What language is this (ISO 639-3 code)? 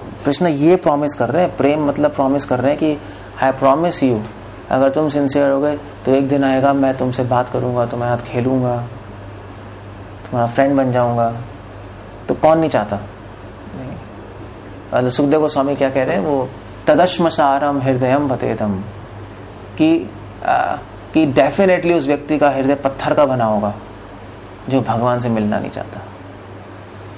hin